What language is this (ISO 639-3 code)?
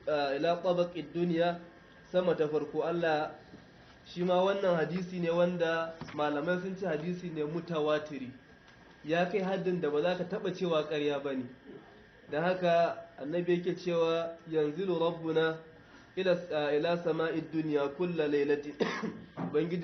hau